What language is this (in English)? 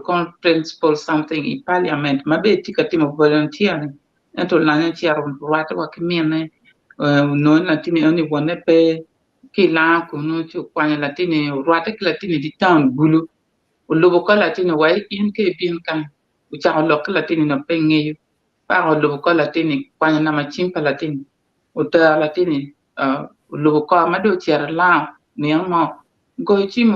Acoli